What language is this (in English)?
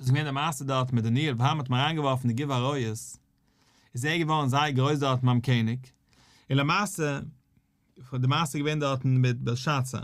Yiddish